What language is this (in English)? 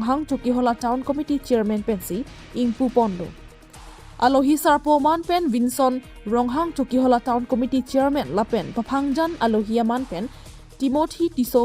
Karbi